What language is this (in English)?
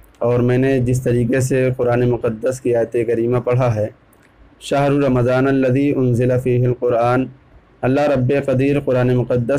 Urdu